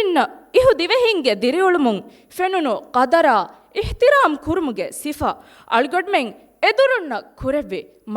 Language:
Divehi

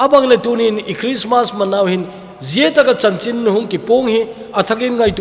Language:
Thado Chin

